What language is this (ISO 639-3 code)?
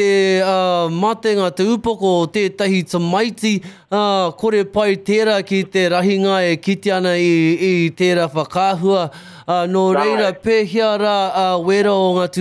mri